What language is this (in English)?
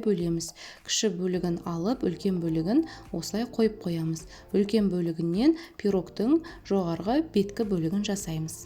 Kazakh